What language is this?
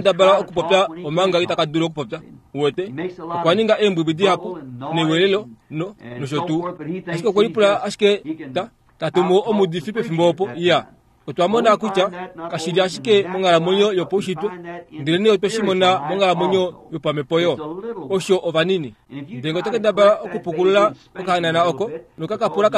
Kuanyama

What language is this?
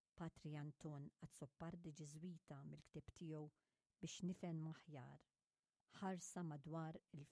Maltese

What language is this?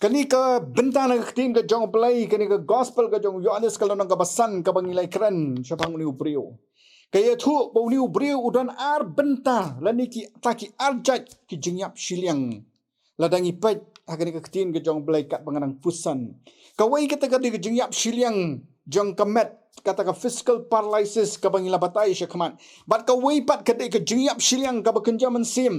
Khasi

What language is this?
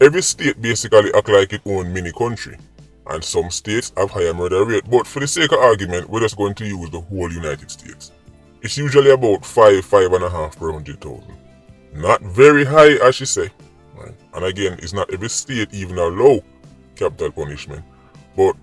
Jamaican Creole English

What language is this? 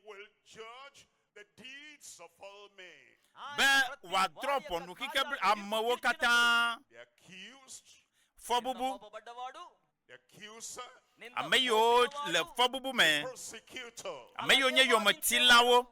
Ewe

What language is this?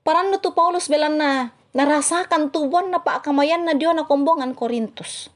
Toraja-Sa'dan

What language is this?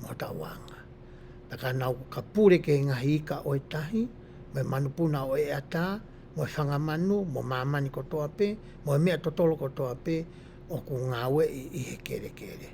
Tongan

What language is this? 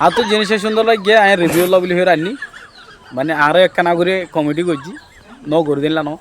Rohingya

